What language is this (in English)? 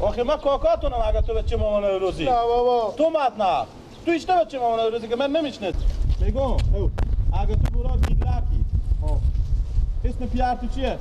Persian